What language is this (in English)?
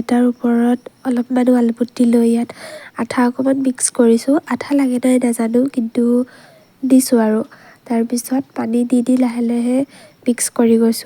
Assamese